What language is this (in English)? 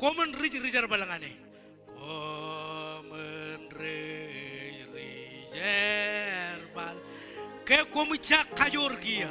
Marshallese